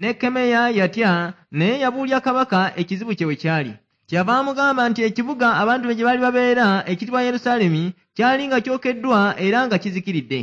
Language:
Ganda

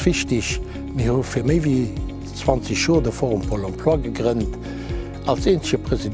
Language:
Luxembourgish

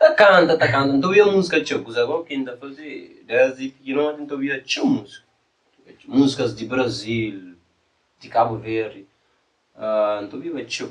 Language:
Kabuverdianu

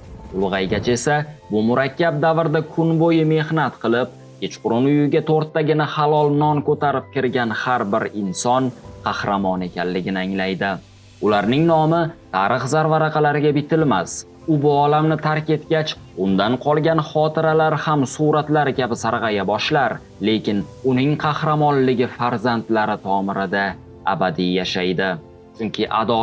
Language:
Uzbek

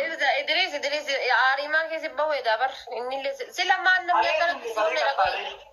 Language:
Oromo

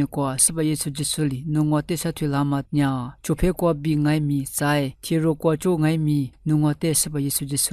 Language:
Lisu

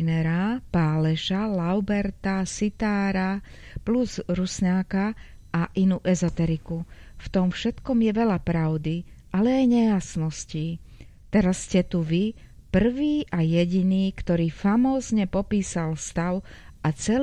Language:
Slovak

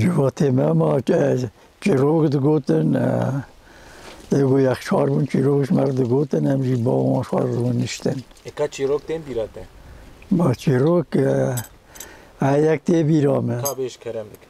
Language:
Kurdish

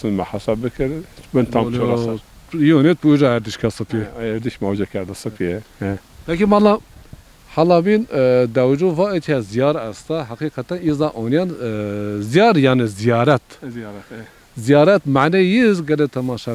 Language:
Zaza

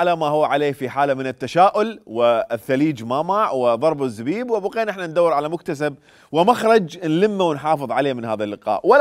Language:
Mesopotamian Arabic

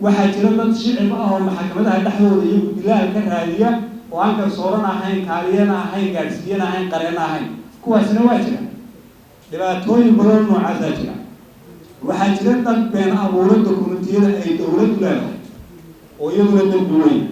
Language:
Somali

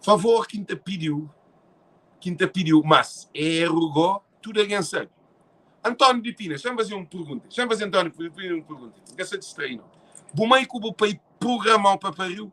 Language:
Kabuverdianu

